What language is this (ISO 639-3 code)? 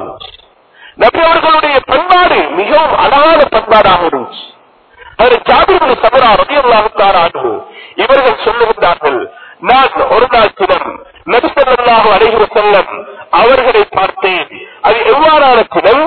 tam